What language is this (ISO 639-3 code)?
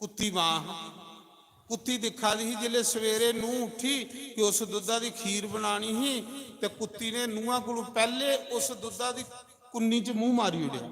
doi